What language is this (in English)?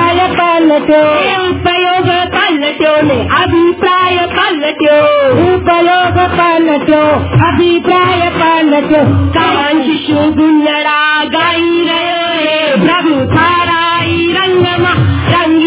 Gujarati